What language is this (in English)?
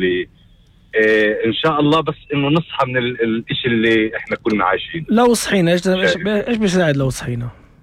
North Levantine Arabic